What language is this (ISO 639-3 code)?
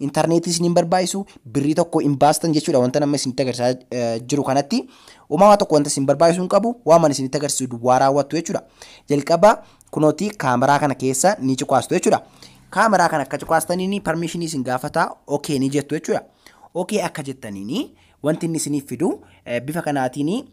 orm